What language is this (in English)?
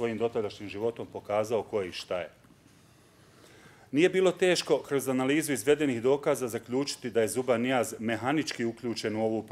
Bosnian